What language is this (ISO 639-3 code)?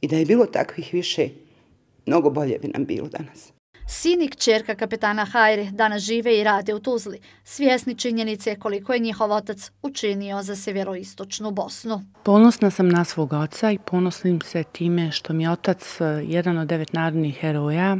bos